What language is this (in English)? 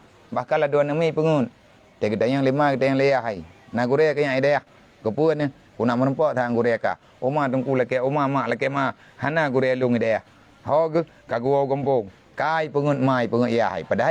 Achinese